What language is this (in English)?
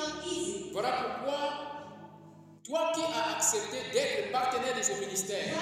French